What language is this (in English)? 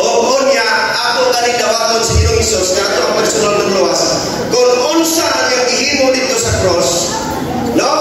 Cebuano